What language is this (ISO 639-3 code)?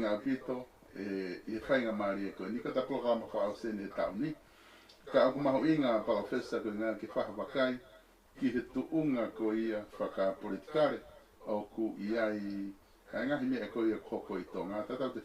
ton